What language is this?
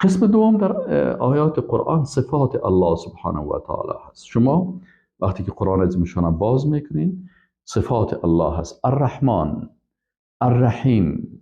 Persian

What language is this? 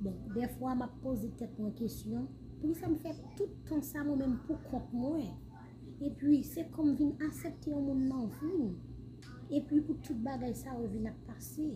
Haitian Creole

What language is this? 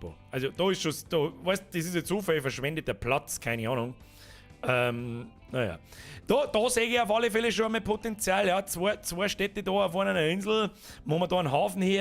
Bavarian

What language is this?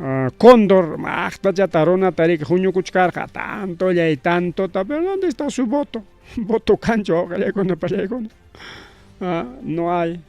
Ayacucho Quechua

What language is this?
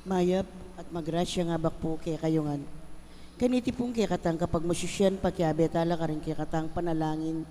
Pampanga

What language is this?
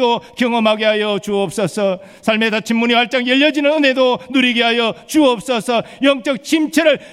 Korean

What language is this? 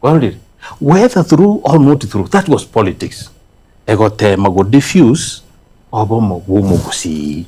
Gusii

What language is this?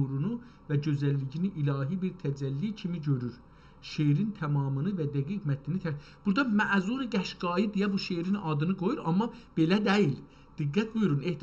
South Azerbaijani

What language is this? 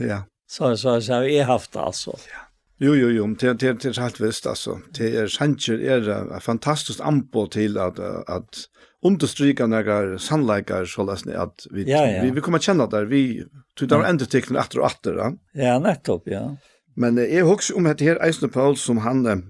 Faroese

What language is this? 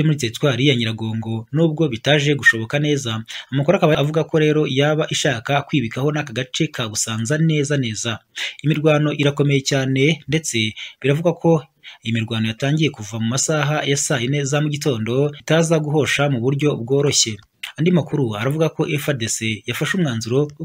Kinyarwanda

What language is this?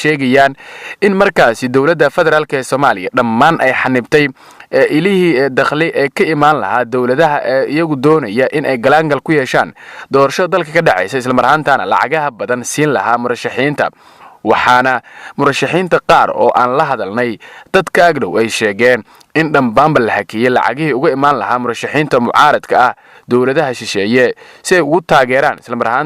Somali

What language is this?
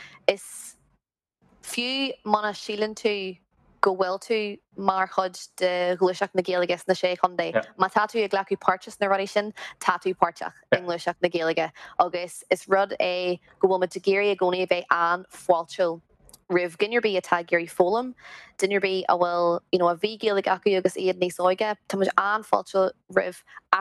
Irish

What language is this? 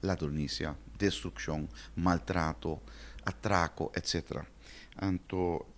Papiamento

